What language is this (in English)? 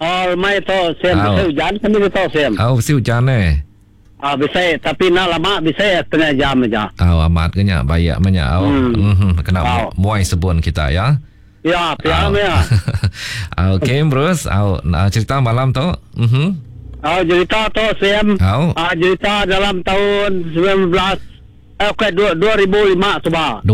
Iban